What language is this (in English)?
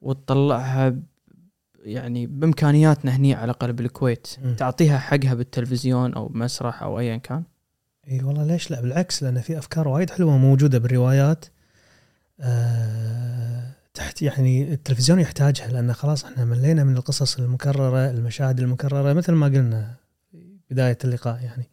Gulf Arabic